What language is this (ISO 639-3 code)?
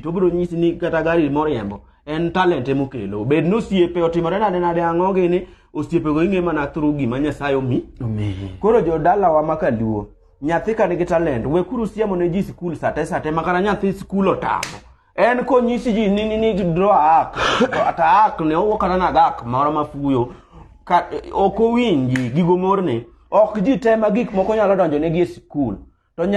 luo